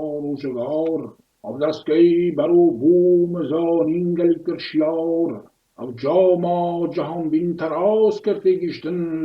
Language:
Kurdish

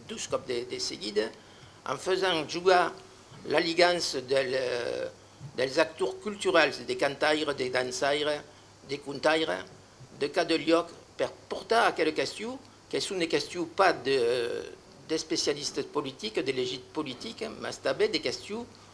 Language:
Occitan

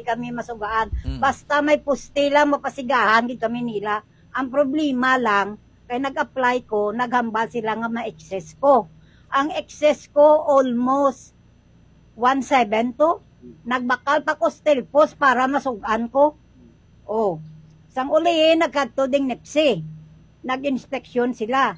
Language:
Hiligaynon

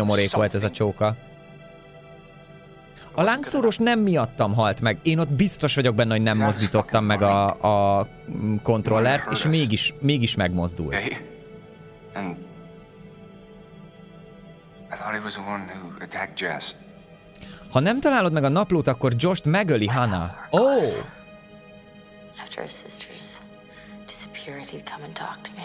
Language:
Hungarian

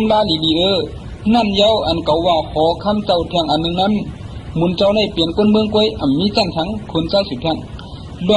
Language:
Shan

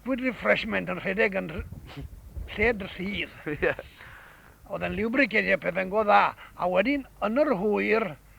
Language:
Welsh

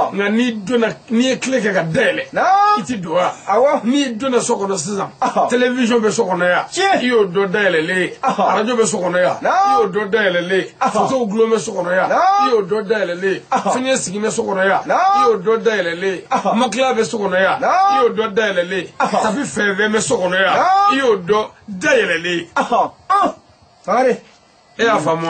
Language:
Bambara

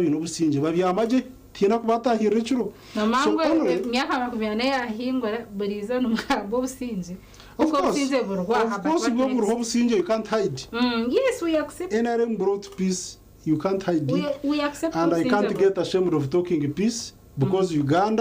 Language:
Nyankole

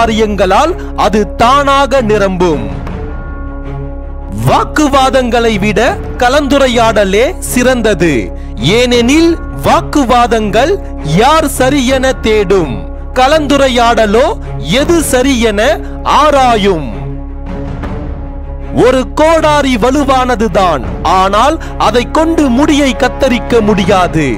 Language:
Tamil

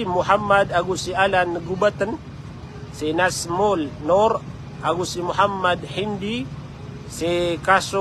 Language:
Maranao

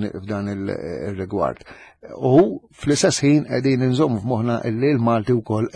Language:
Maltese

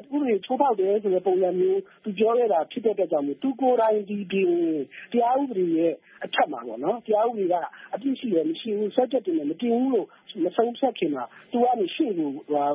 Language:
Burmese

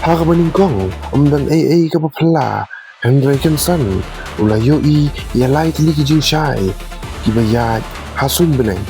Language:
Khasi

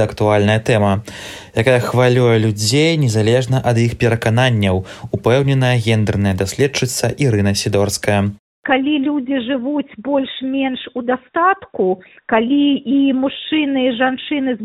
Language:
Belarusian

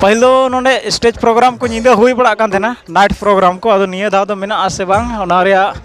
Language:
Santali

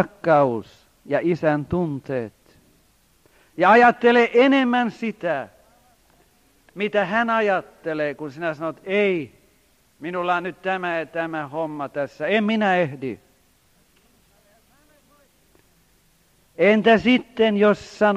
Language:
Finnish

